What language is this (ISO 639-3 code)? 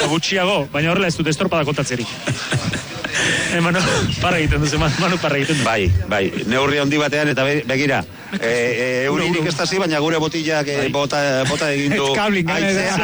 eus